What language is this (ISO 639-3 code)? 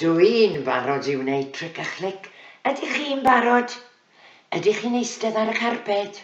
cym